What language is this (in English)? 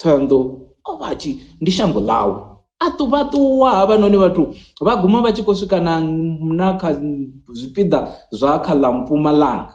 Venda